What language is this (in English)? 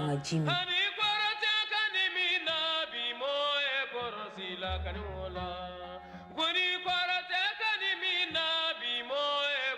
Bambara